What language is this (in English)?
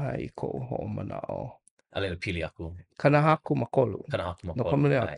Hawaiian